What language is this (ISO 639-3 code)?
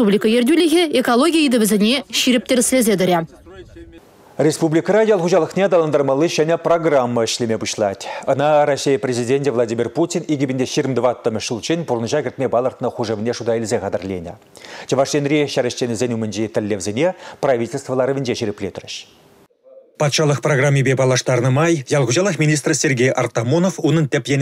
chv